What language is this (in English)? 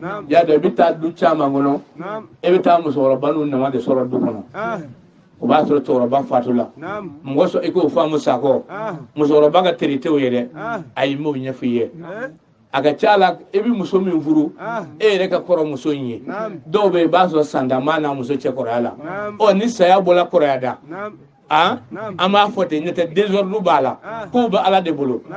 Bambara